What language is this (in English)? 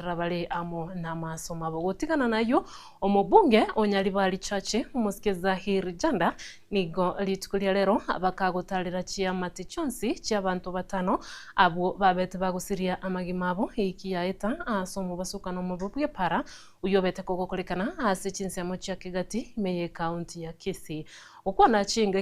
Gusii